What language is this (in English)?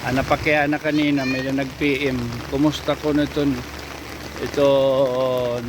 Waray